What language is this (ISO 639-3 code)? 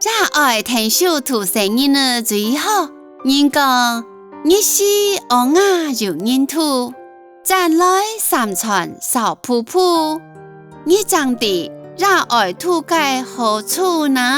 hak